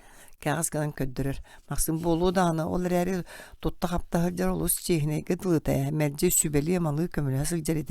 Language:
Yakut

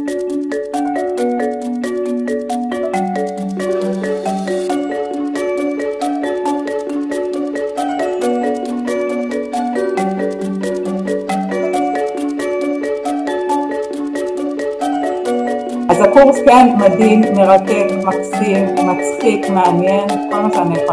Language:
Hebrew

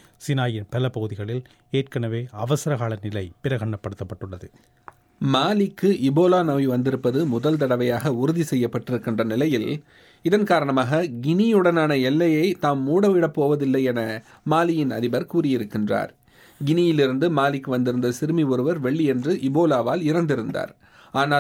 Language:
Tamil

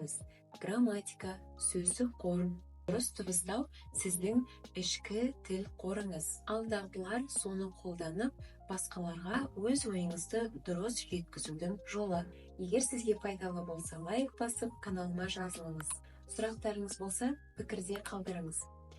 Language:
Kazakh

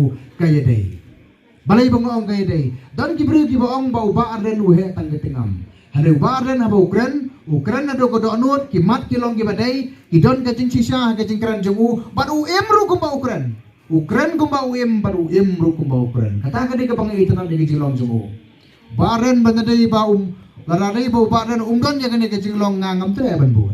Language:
Khasi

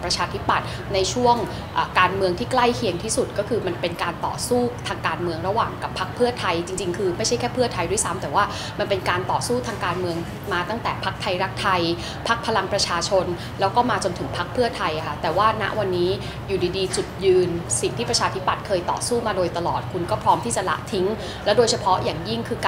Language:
Thai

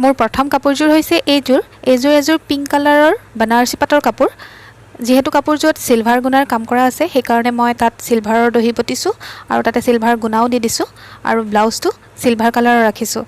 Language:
Assamese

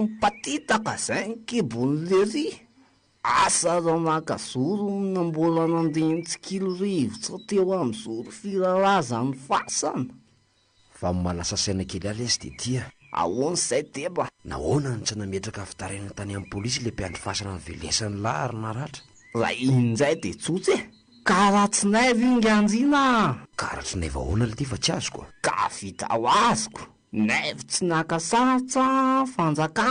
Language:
Malagasy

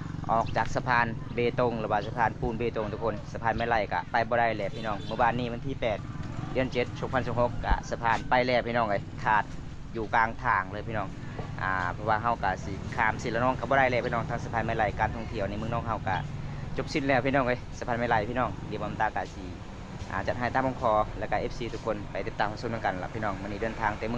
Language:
Lao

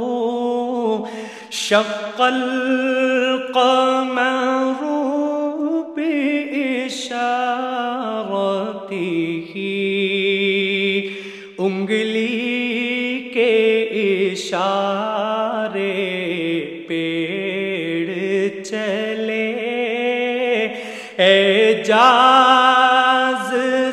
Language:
Urdu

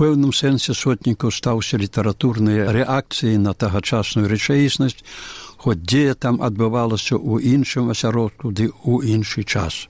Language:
Belarusian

